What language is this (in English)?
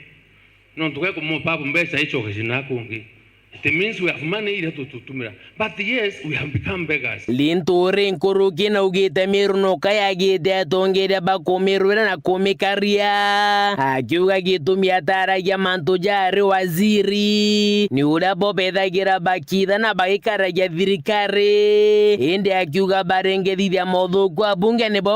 Meru